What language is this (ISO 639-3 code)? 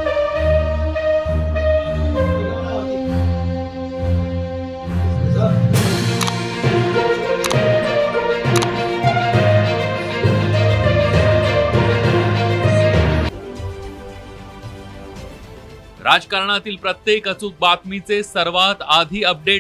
mar